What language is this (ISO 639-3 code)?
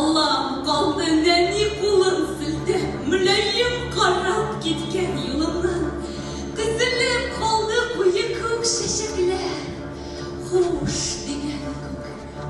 tat